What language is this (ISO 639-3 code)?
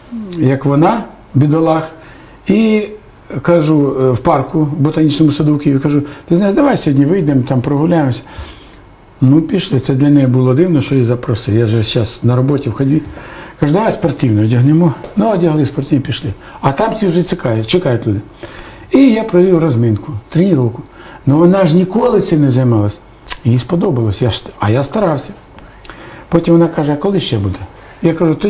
ukr